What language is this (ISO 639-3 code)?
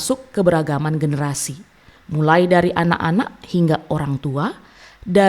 btx